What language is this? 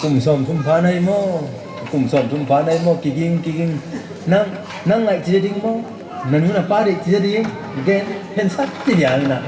Tedim Chin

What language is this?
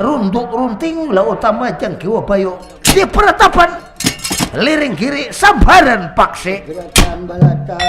Banjar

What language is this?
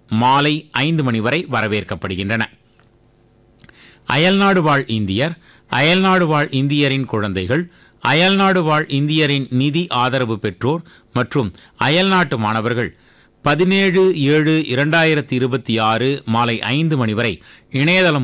Tamil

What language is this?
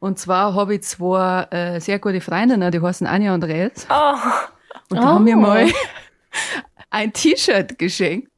Bavarian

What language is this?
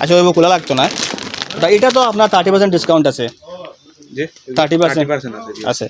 Sylheti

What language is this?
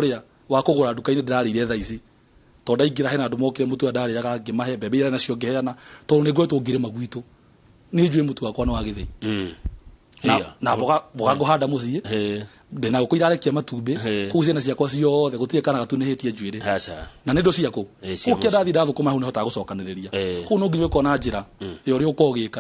Kikuyu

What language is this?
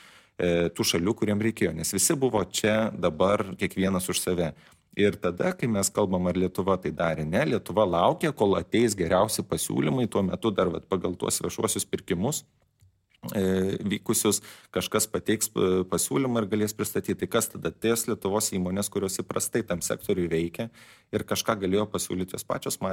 Lithuanian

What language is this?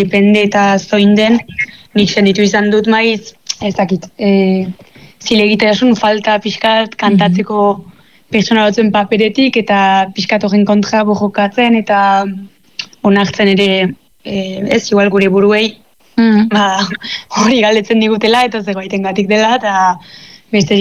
Basque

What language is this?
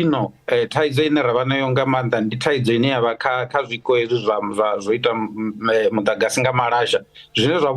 Venda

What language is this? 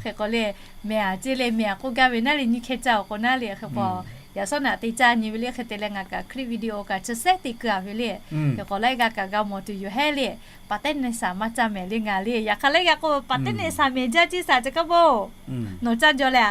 Lahu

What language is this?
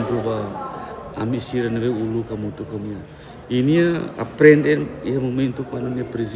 Tetum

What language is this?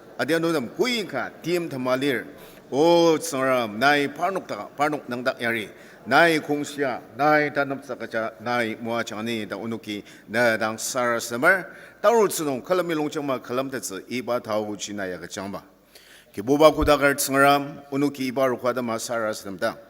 Ao Naga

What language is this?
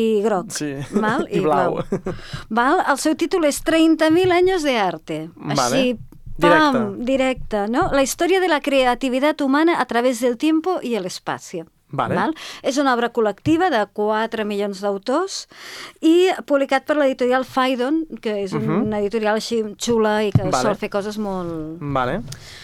Catalan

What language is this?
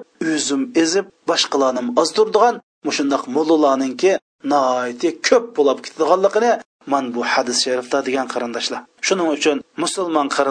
Uyghur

